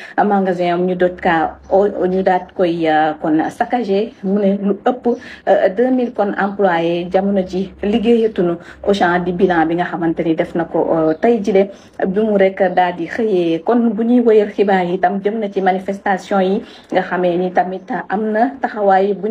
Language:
Wolof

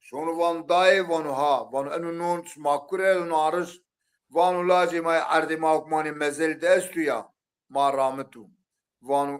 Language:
Zaza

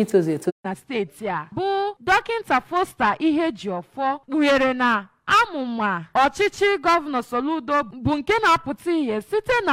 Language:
Igbo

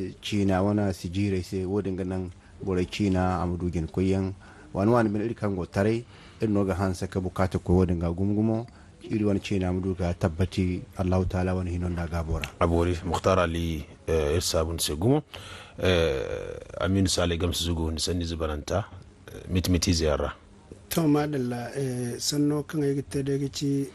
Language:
Zarma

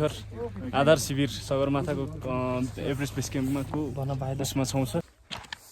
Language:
Nepali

